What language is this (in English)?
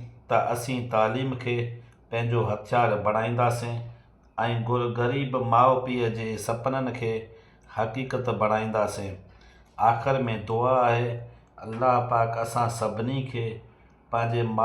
Sindhi